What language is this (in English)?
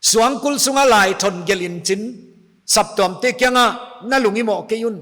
Paite Chin